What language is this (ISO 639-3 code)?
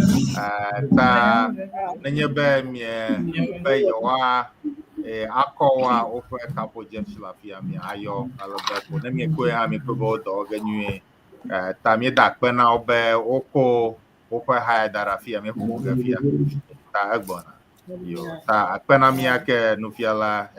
ewe